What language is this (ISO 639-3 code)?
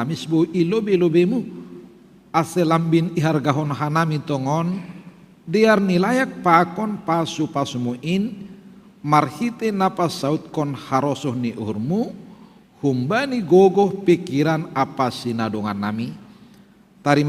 bts